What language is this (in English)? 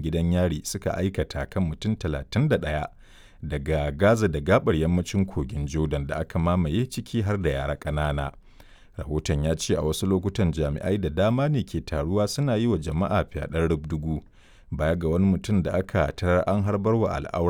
Hausa